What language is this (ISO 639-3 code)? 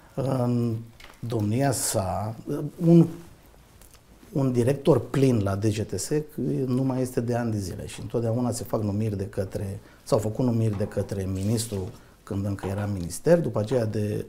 ron